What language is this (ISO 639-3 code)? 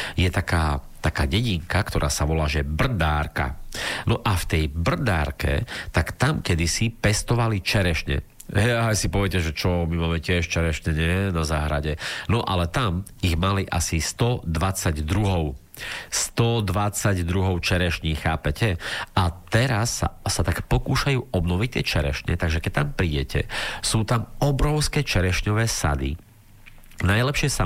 slk